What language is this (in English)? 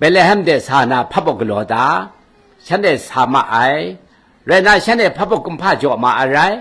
Kachin